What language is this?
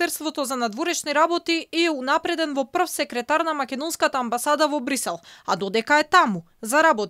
Macedonian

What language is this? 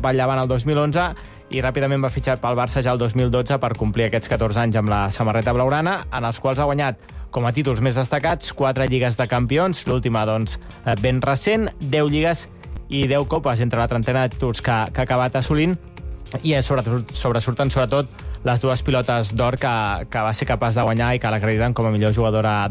Catalan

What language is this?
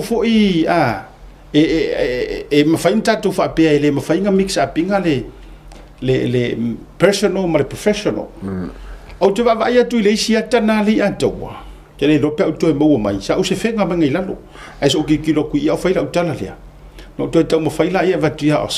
Samoan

